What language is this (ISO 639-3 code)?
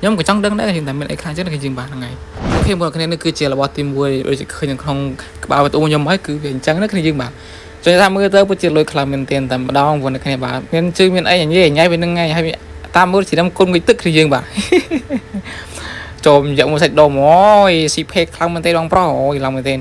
khm